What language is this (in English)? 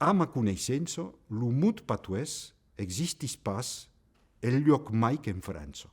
Occitan